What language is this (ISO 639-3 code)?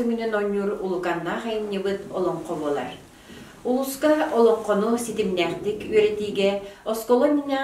sah